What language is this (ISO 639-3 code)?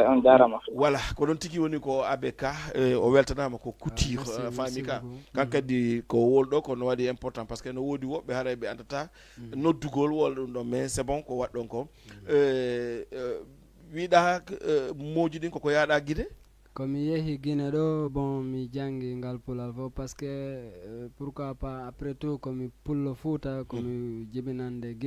ful